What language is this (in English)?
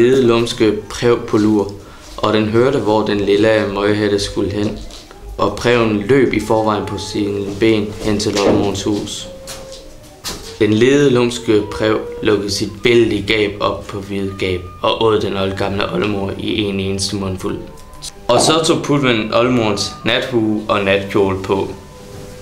Danish